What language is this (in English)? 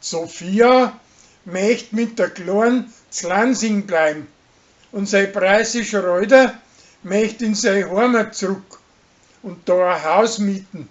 Bavarian